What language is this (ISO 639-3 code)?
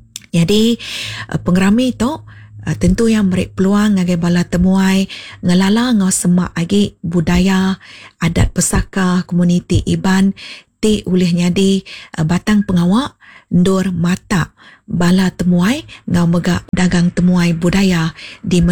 iba